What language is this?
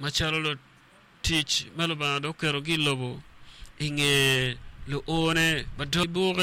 Acoli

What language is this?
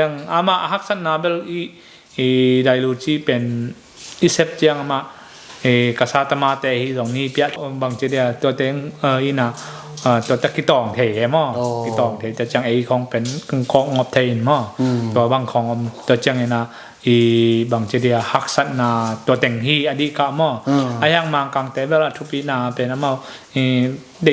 Tedim Chin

